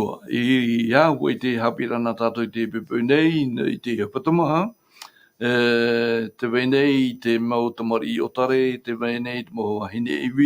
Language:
Tahitian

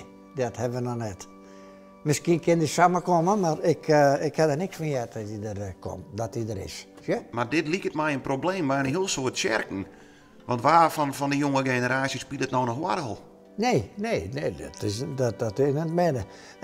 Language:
Western Frisian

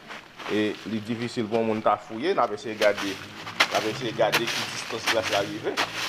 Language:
Haitian Creole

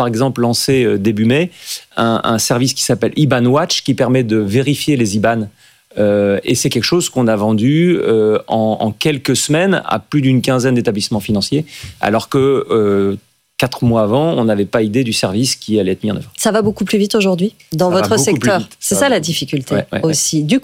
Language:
French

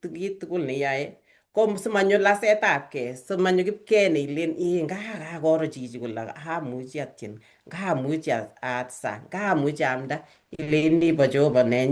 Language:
Kalenjin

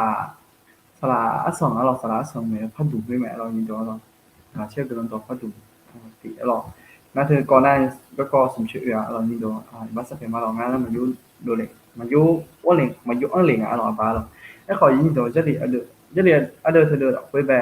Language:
Akha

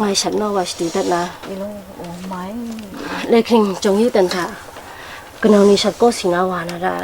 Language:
Kachin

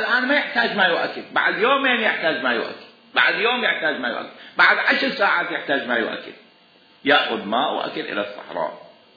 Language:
Mesopotamian Arabic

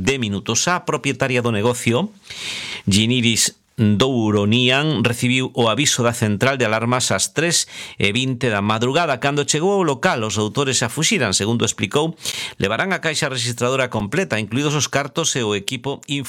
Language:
Galician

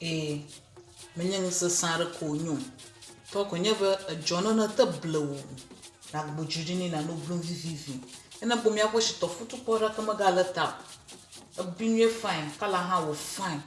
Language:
Ewe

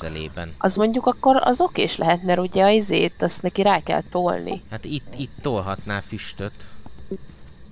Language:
Hungarian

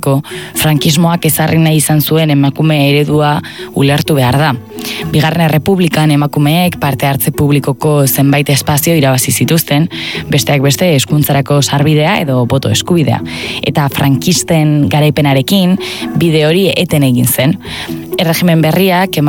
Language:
Basque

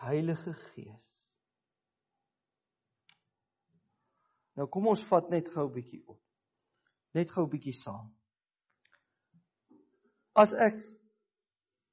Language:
Afrikaans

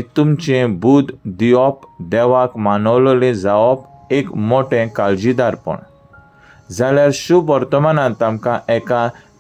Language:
Konkani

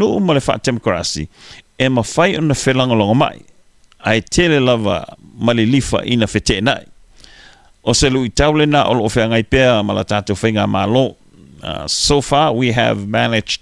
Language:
Samoan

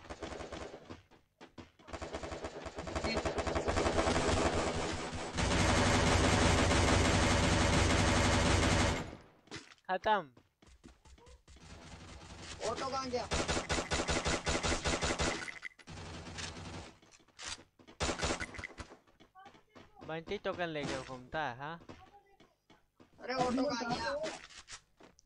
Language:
Hindi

